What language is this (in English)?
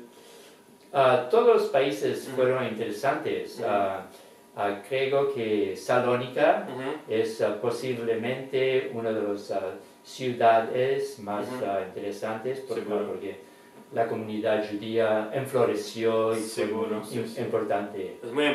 Ladino